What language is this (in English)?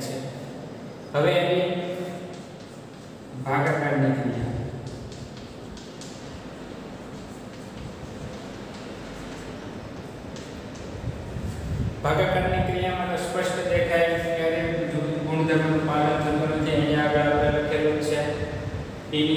Gujarati